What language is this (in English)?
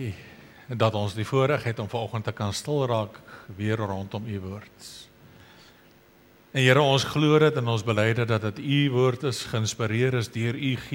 Afrikaans